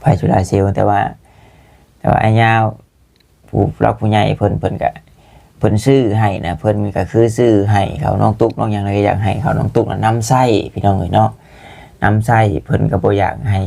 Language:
Lao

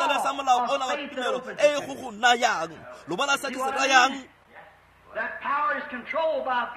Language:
Tswana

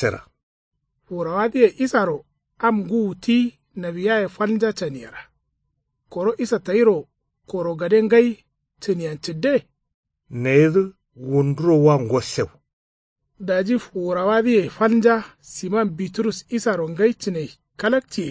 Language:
Kanuri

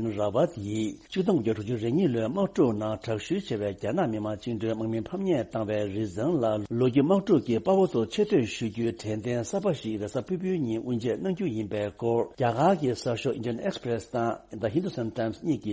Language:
Tibetan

